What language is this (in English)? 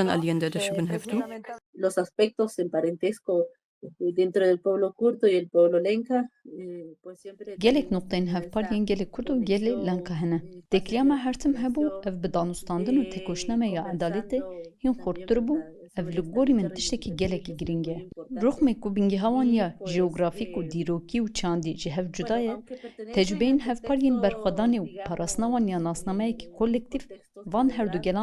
Kurdish